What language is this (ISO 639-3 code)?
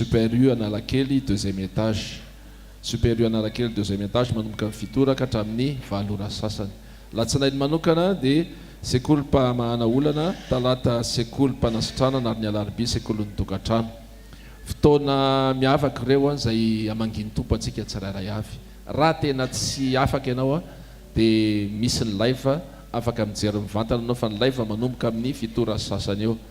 mlg